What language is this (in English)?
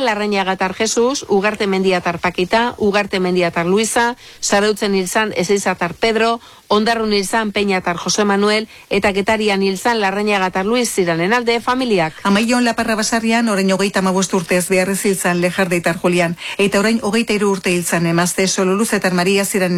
Basque